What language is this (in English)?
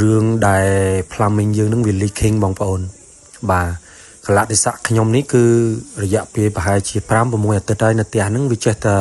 Khmer